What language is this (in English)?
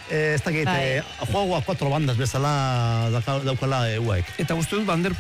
Basque